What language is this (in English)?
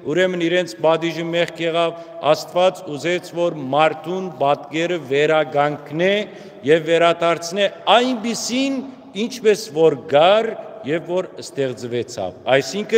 Western Armenian